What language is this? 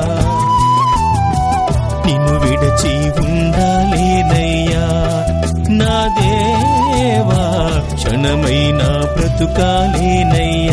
Telugu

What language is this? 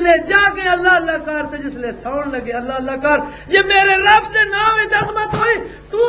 Western Panjabi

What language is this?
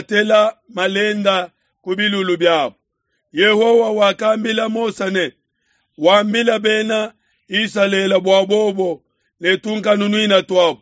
Luba-Lulua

